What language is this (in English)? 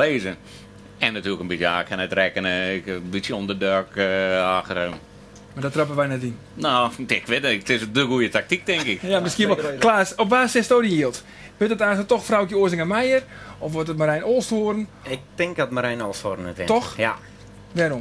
Western Frisian